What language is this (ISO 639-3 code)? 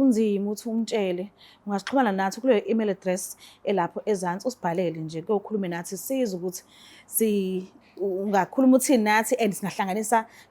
zul